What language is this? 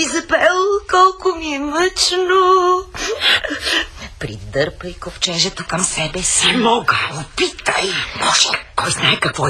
Bulgarian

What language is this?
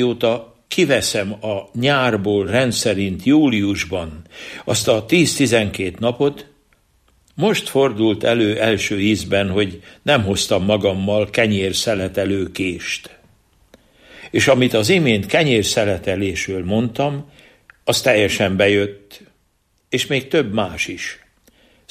Hungarian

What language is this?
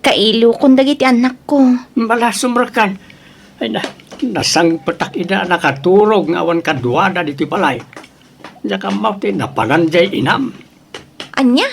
Iloko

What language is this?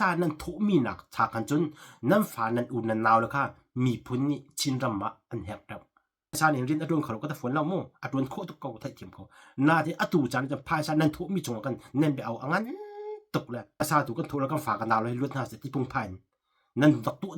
Hakha Chin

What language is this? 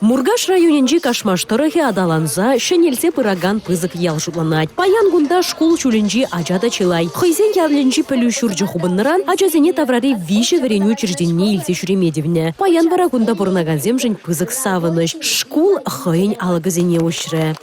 Chuvash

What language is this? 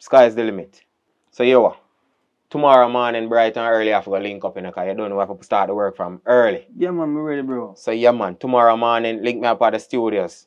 Jamaican Creole English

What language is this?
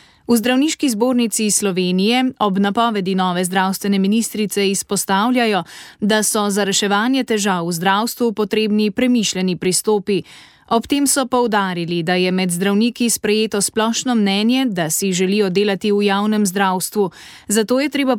Slovenian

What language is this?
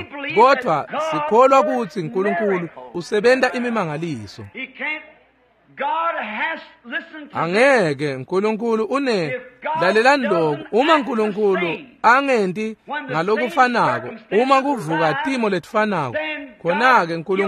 Swati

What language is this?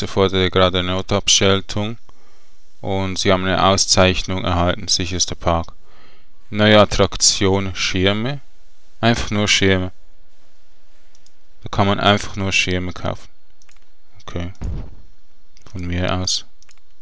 German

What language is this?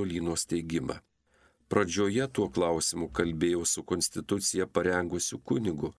Lithuanian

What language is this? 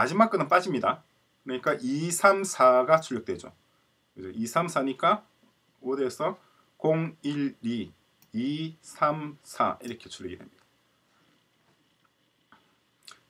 Korean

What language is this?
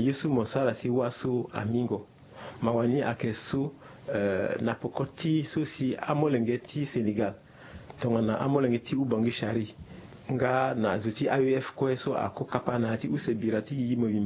Sango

